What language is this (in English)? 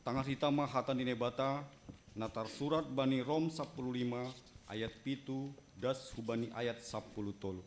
Batak Simalungun